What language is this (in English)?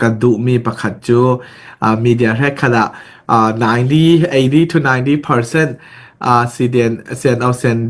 Falam Chin